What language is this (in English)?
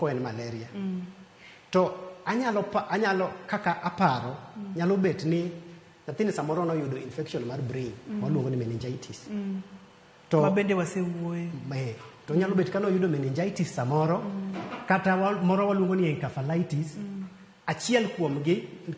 Luo (Kenya and Tanzania)